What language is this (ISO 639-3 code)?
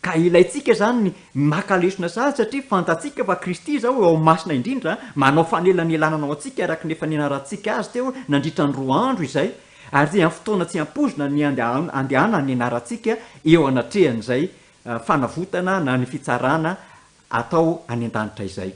mlg